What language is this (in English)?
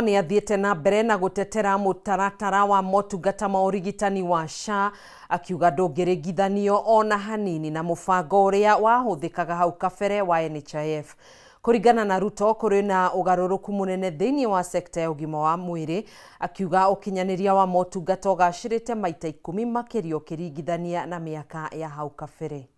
Kikuyu